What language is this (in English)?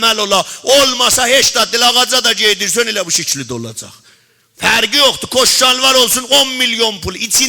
South Azerbaijani